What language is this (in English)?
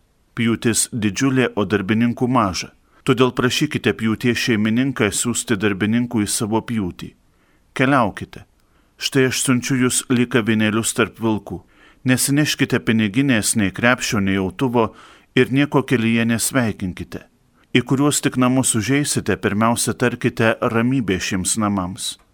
Lithuanian